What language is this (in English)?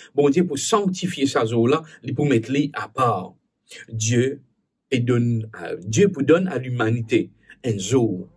Morisyen